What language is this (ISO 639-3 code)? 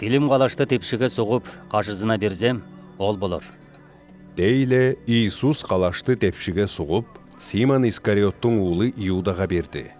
alt